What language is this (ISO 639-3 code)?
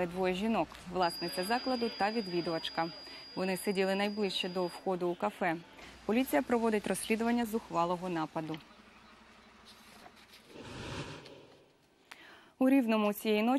ukr